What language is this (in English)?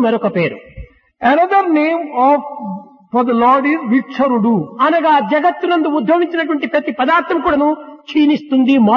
Telugu